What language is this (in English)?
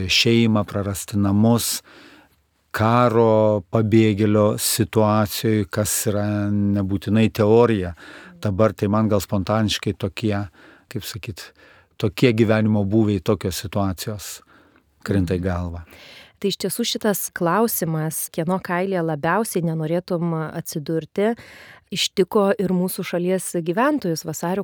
Lithuanian